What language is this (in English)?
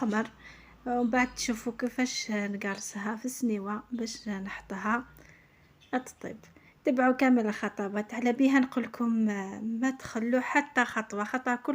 Algerian Arabic